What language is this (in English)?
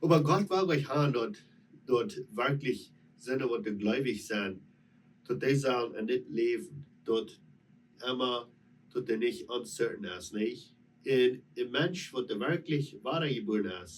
Plautdietsch